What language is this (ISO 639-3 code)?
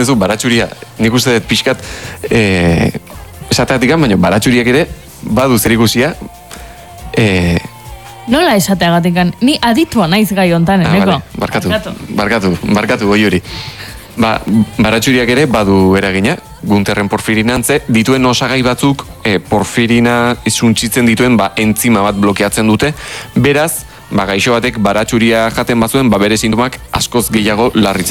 eus